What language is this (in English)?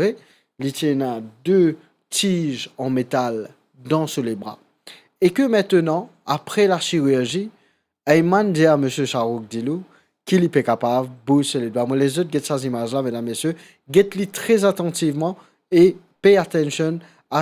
Morisyen